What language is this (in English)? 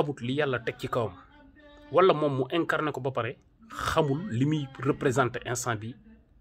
Wolof